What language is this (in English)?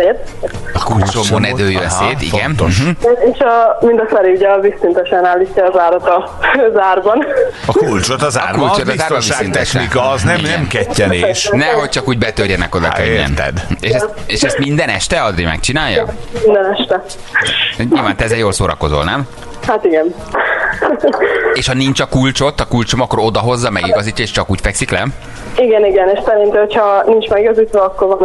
Hungarian